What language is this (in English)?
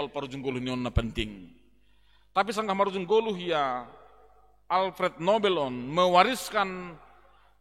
Batak Simalungun